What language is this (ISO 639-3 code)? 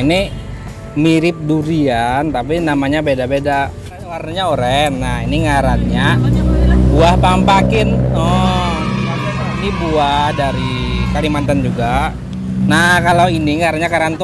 bjn